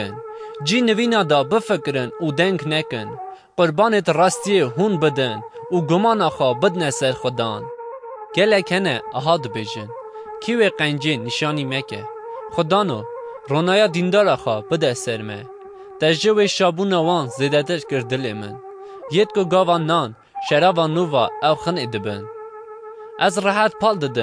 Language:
Kurdish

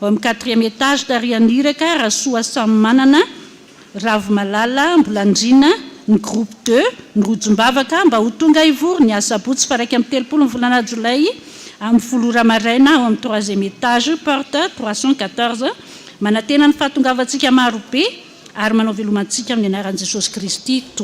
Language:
Malagasy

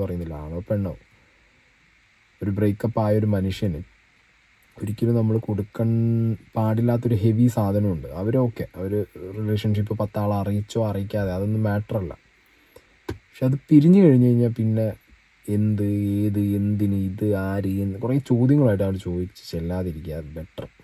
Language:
Malayalam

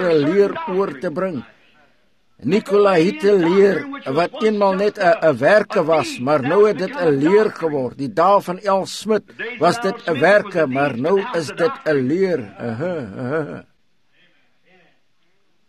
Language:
Afrikaans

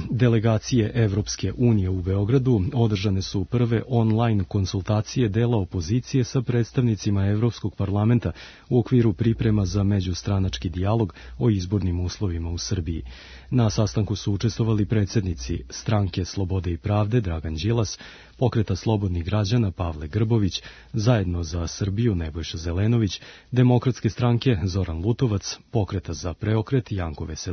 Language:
Serbian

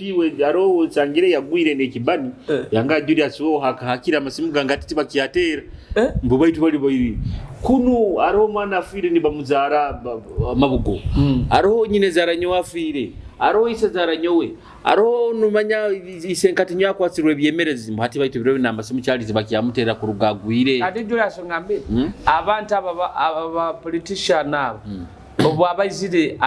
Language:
Nyoro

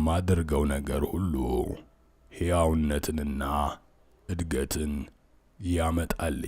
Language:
Amharic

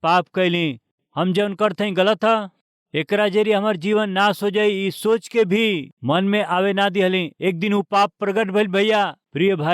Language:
Bhojpuri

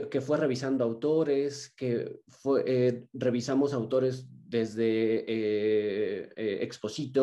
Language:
Spanish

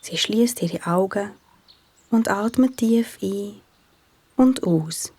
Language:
Swiss German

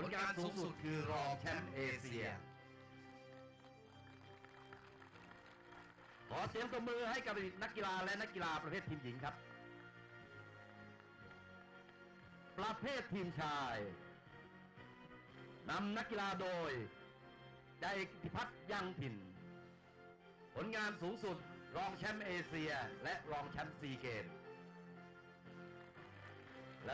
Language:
Thai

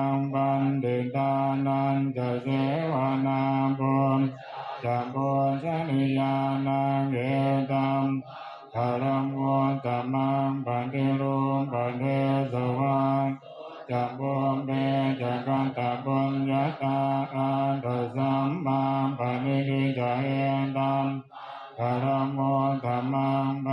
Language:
Pali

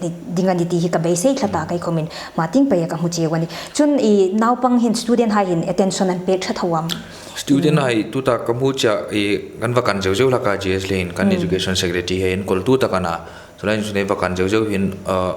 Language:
Hmar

